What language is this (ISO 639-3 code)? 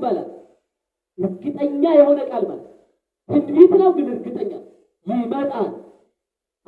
amh